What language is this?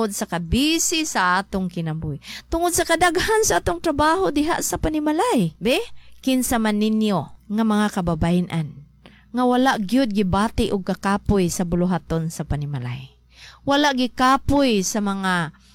Cebuano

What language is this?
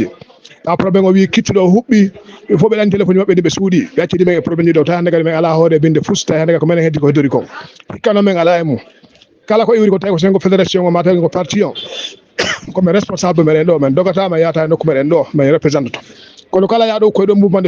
Fula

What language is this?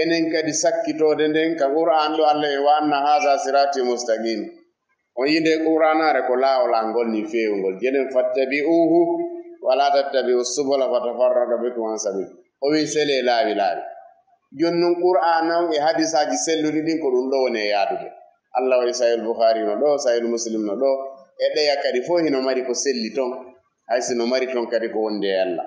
Fula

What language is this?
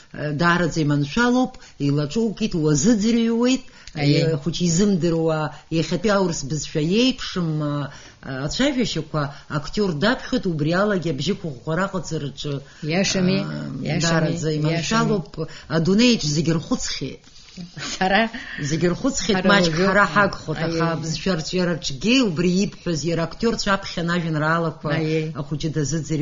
Abkhazian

